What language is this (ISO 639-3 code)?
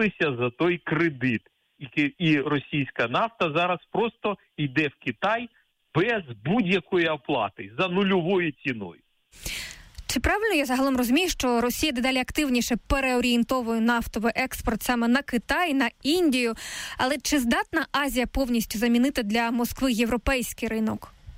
ukr